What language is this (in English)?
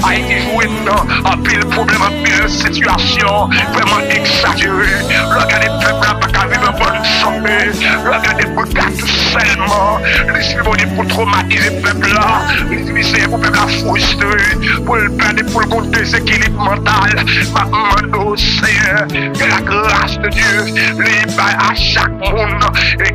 French